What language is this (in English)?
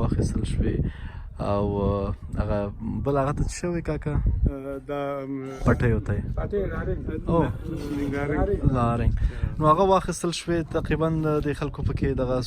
Pashto